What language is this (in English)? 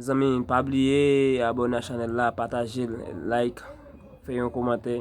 Haitian Creole